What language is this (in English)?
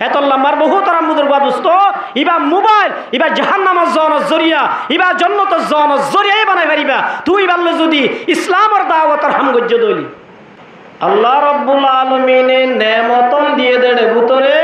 Rohingya